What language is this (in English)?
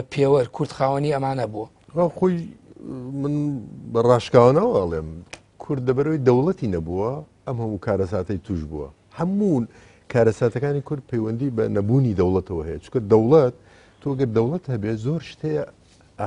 Central Kurdish